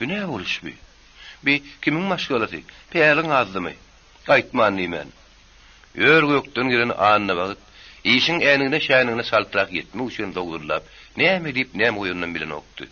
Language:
Turkmen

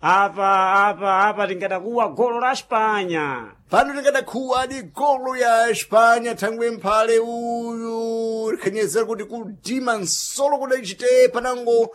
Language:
Sena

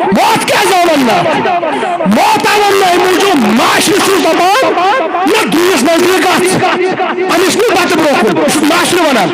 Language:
Kashmiri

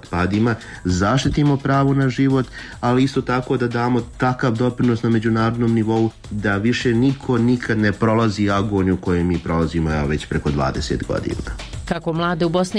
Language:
Bosnian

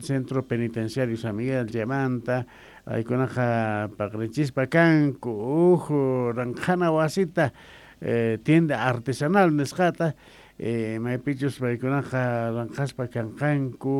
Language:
South Bolivian Quechua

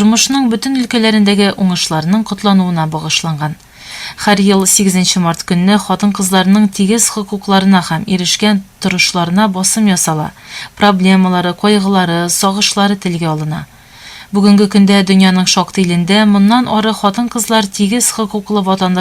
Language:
Tatar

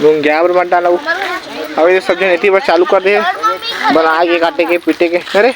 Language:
Chhattisgarhi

